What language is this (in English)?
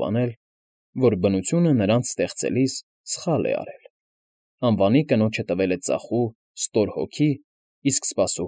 Armenian